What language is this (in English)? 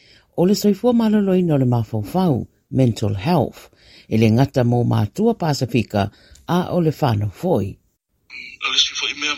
Samoan